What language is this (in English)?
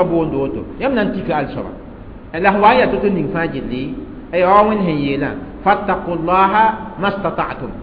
Mossi